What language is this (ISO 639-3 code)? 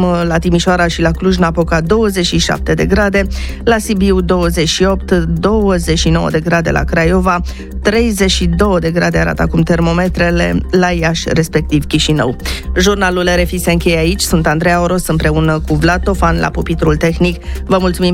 ron